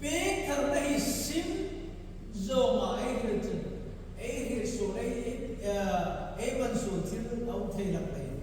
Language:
Hmar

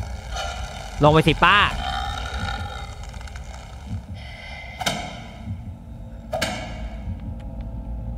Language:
Thai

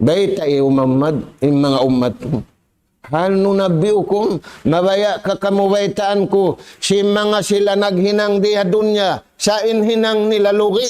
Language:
Tausug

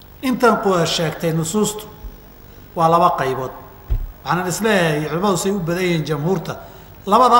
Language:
Somali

